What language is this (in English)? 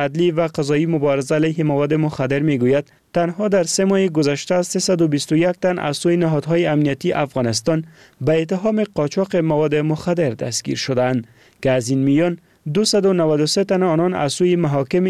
Persian